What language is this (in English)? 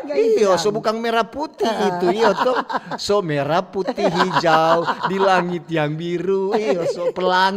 Manado Malay